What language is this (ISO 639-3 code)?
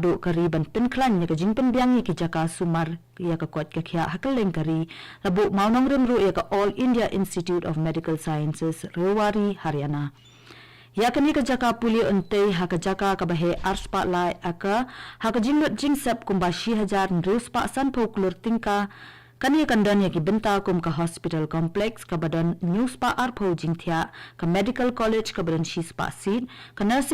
kha